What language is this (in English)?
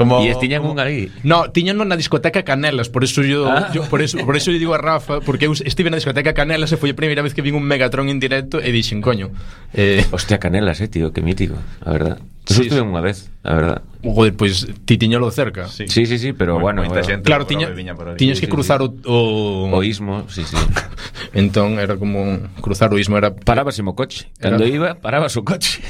Galician